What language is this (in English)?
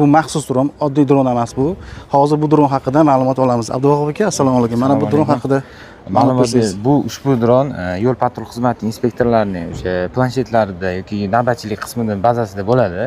Uzbek